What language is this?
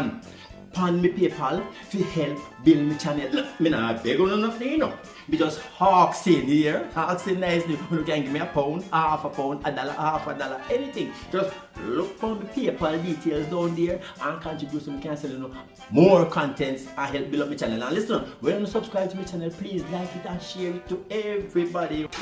Jamaican Creole English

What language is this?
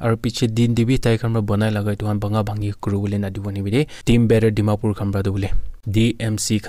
Naga Pidgin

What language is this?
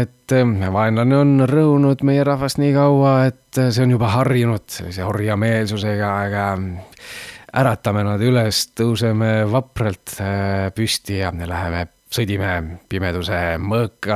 Estonian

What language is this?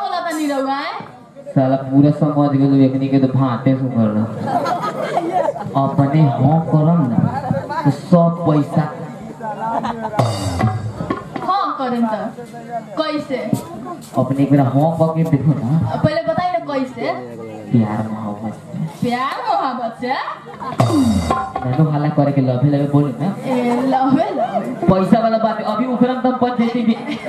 Bhojpuri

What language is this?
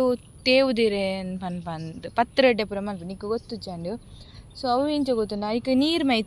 Tulu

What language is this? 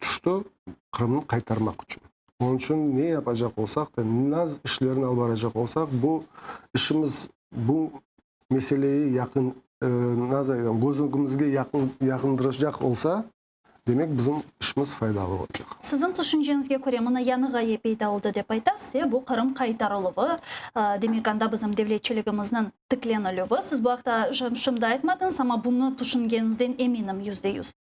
Crimean Tatar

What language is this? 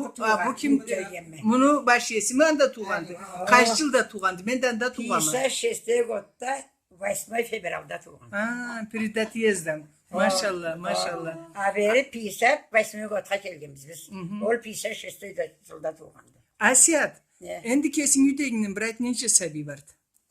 Karachay-Balkar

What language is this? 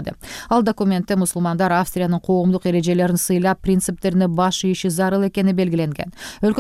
Kyrgyz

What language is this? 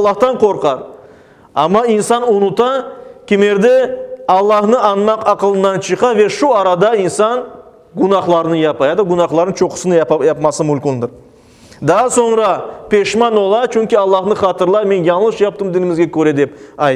Crimean Tatar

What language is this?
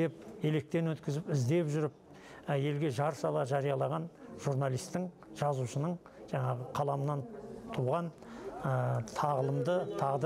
Kazakh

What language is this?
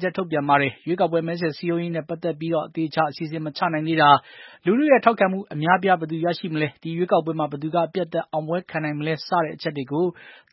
Burmese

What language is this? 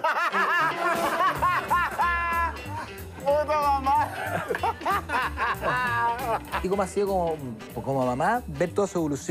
Spanish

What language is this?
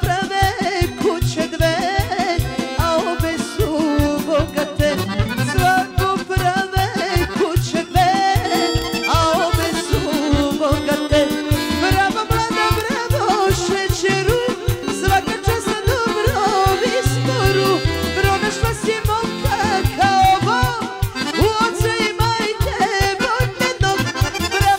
Serbian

